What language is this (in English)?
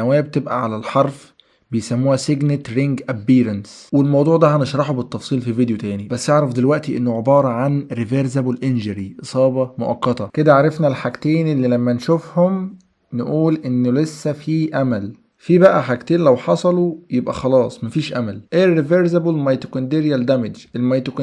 Egyptian Arabic